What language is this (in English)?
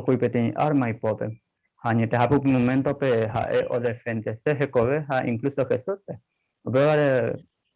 Guarani